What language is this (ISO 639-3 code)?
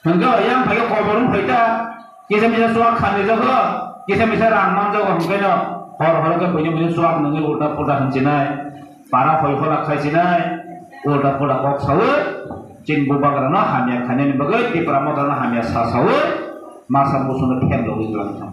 trp